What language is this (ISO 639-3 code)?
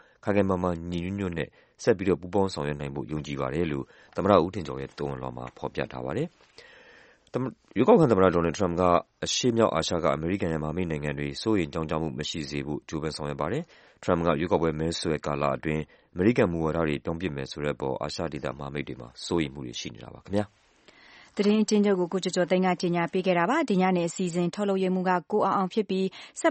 mya